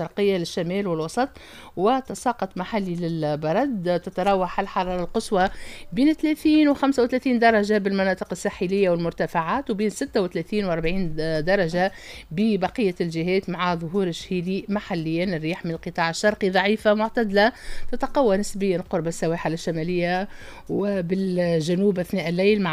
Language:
Tunisian Arabic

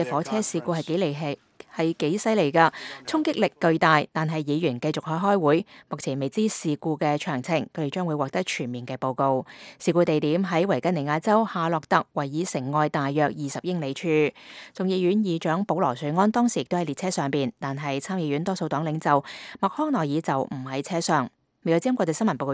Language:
Cantonese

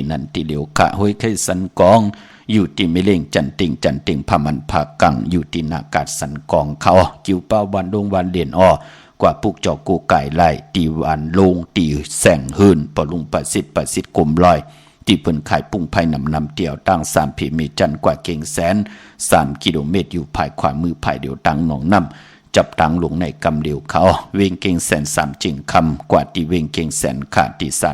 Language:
Shan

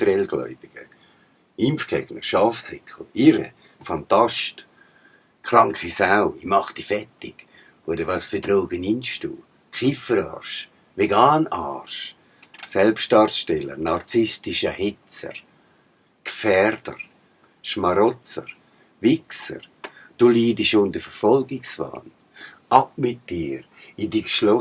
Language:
Swiss German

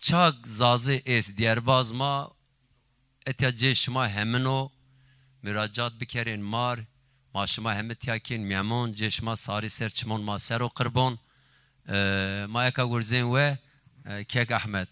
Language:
Zaza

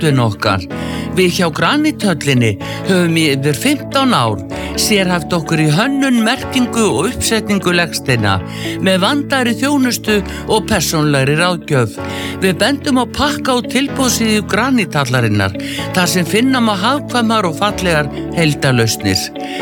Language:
Icelandic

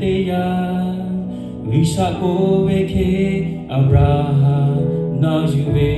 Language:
Lahu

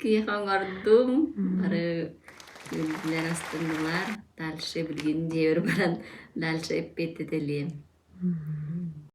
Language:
Yakut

